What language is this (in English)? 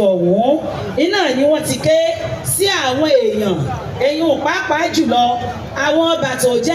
Yoruba